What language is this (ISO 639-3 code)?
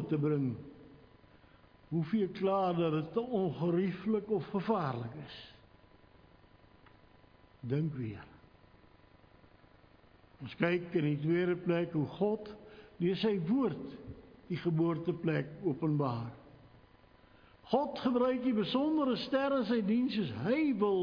afr